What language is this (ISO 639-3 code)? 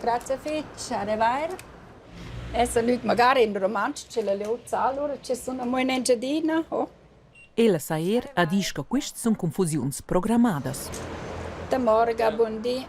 roh